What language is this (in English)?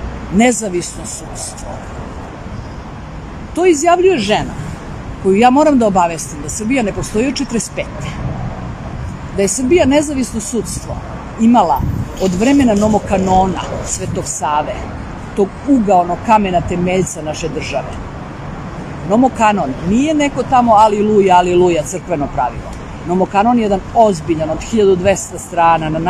Serbian